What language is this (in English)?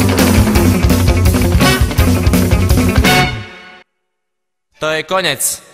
Slovak